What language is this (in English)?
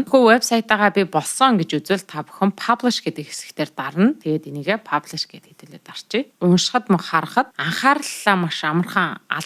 Mongolian